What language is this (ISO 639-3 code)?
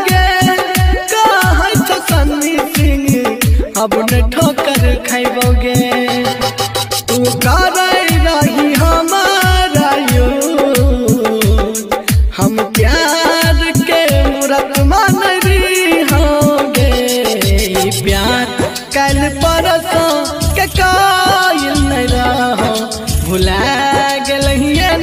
bho